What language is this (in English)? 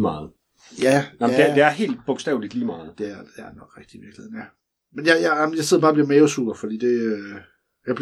Danish